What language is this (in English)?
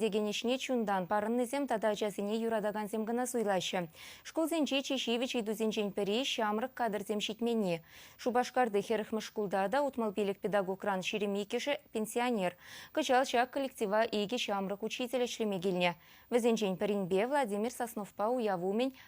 Chuvash